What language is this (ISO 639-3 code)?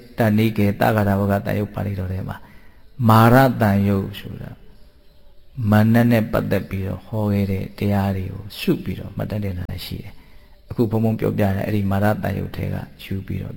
mya